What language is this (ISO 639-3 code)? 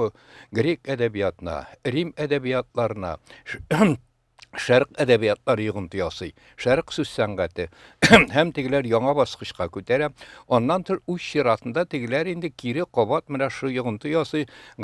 tat